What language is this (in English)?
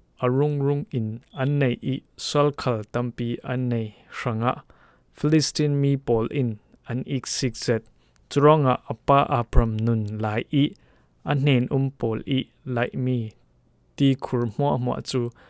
Falam Chin